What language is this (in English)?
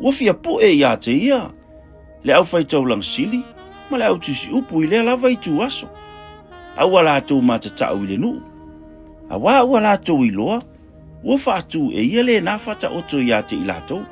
Samoan